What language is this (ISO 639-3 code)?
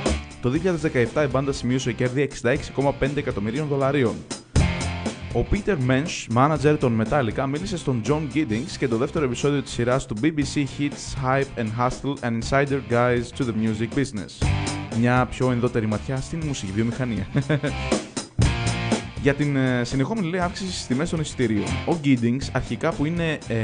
ell